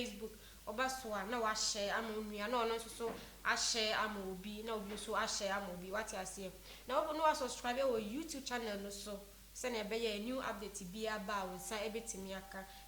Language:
Akan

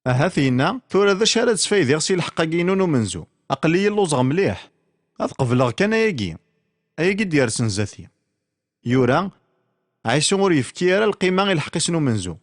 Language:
Kabyle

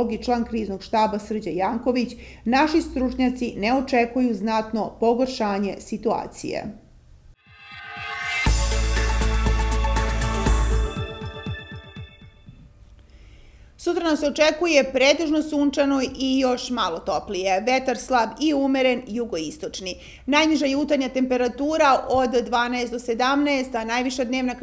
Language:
Serbian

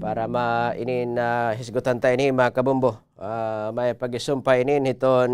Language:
Waray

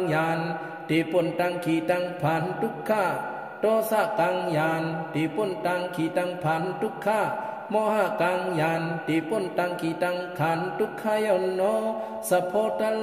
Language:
Shan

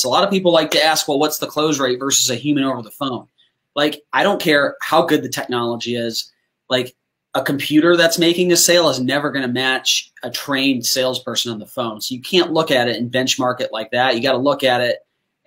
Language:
English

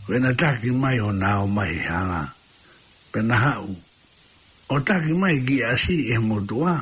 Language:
Tongan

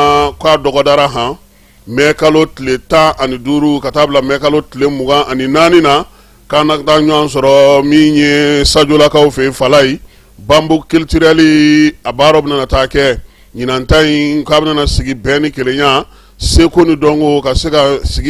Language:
Bambara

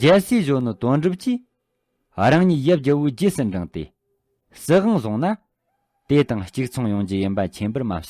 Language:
Tibetan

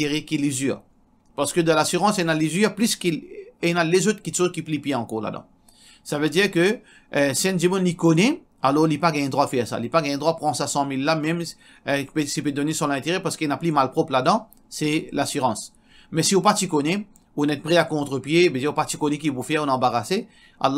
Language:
Morisyen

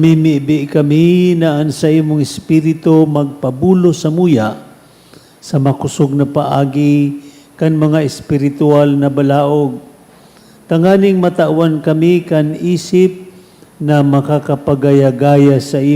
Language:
Bikol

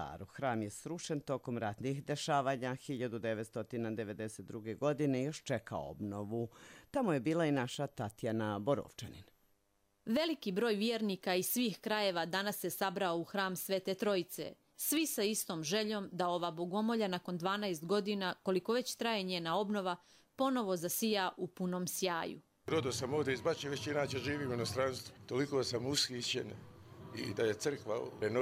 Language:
Croatian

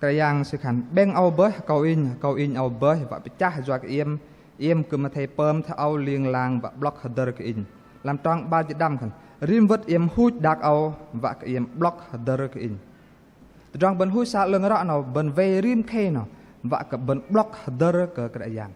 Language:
Bahnar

